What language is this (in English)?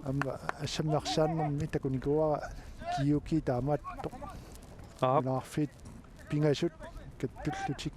Kalaallisut